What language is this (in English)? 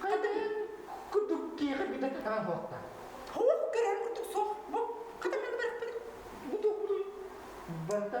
Yakut